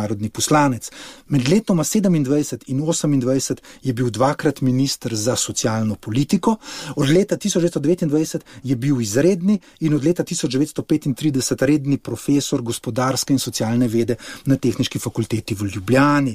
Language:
Slovenian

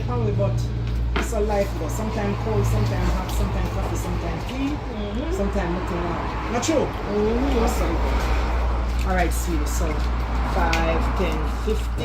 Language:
Jamaican Creole English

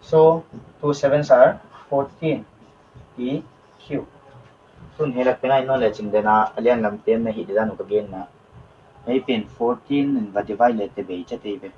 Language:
Paite Chin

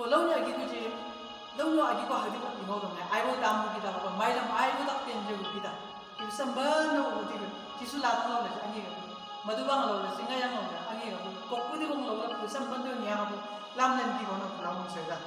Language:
Chang Naga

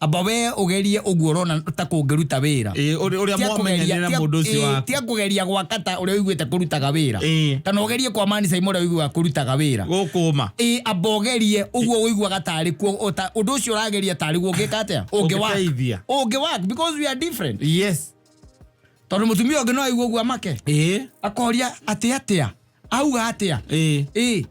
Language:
Kikuyu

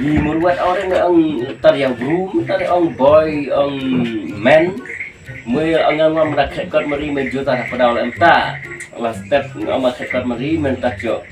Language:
Khasi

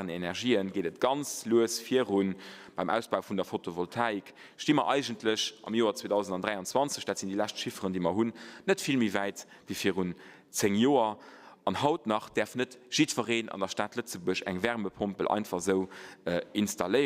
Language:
Luxembourgish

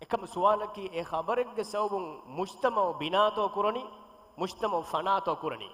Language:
Divehi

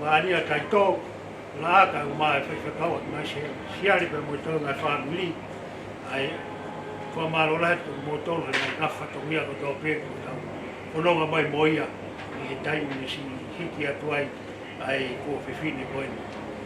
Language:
Tongan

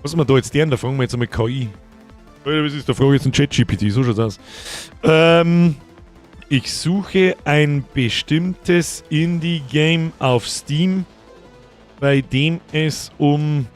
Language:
Bavarian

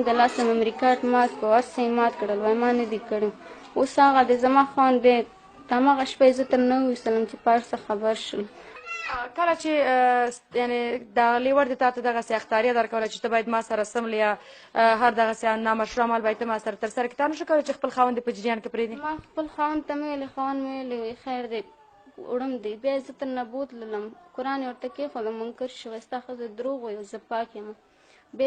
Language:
Pashto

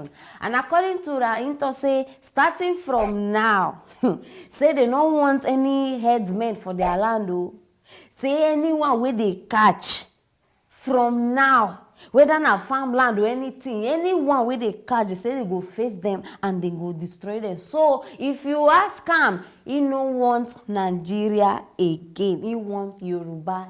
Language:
Nigerian Pidgin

